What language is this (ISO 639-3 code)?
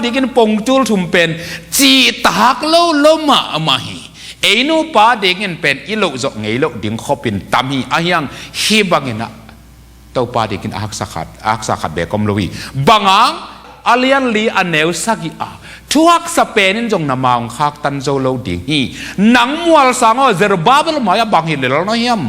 ctd